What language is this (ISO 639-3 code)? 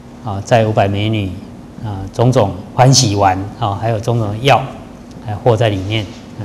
zho